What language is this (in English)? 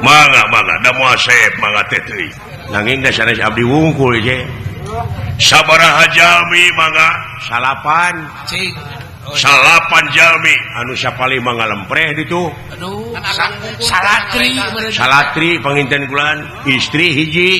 Sundanese